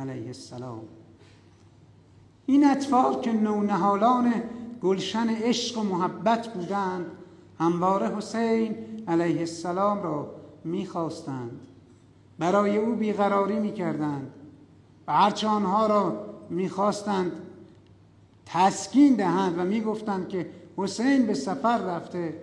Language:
Persian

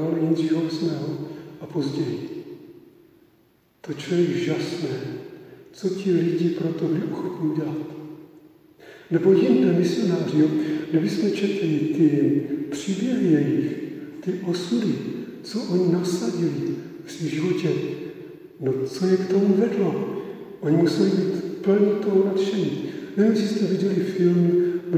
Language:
Czech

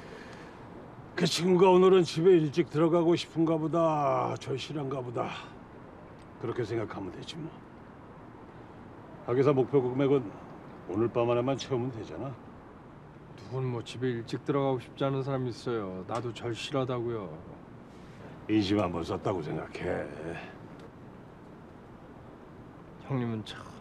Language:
Korean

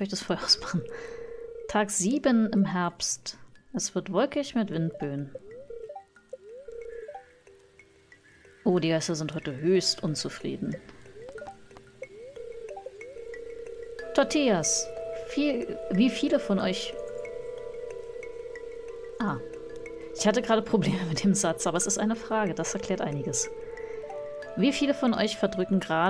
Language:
German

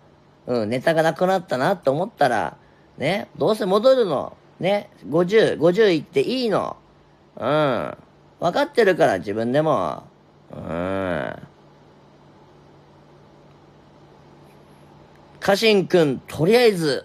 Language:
Japanese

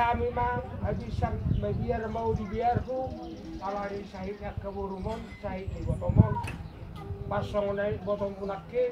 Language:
Batak Toba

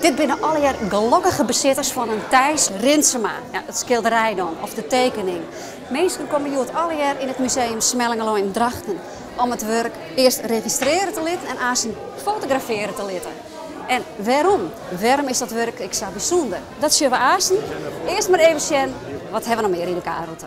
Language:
Western Frisian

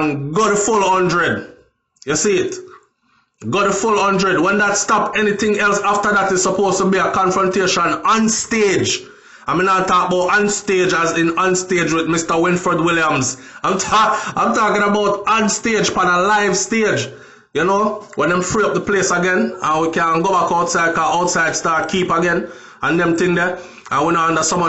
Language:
Jamaican Creole English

